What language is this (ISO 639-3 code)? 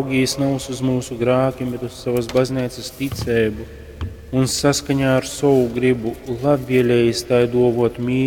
ltg